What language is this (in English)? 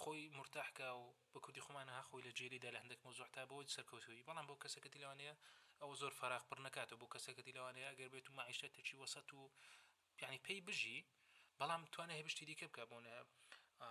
Central Kurdish